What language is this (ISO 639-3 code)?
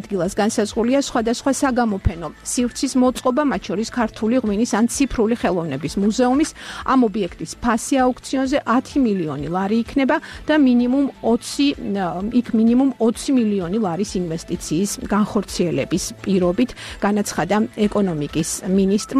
kat